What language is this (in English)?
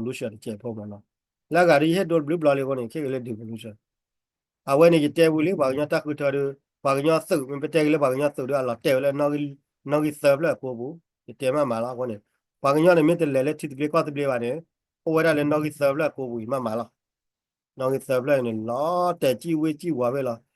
S'gaw Karen